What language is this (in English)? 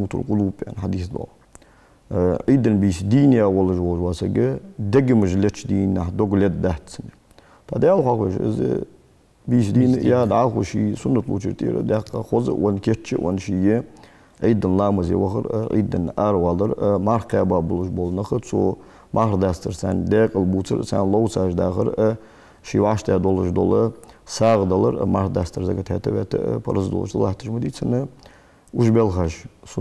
Ingush